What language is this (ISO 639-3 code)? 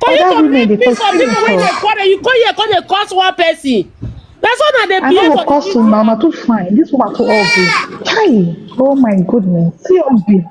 pcm